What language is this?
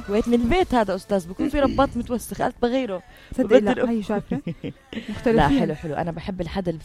North Levantine Arabic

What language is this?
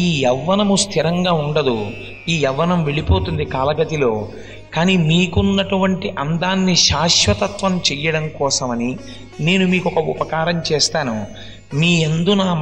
Telugu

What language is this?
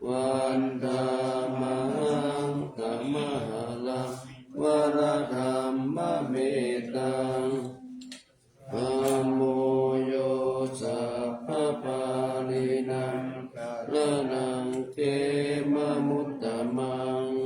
Pali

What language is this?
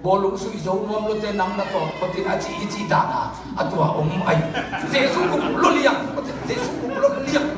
Tedim Chin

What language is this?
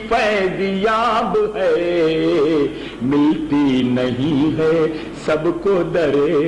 Urdu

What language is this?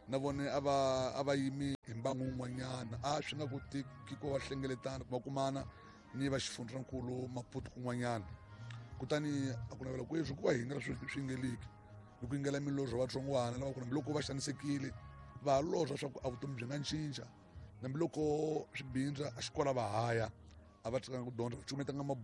Tsonga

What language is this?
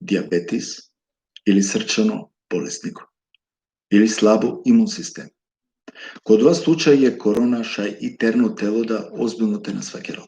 Balkan Romani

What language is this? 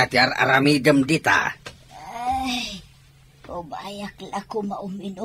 Iloko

